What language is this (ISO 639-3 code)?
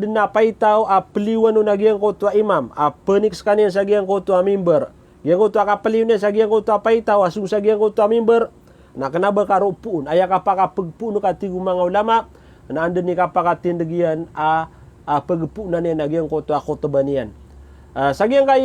mrw